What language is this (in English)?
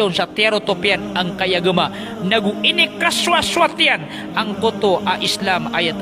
Maranao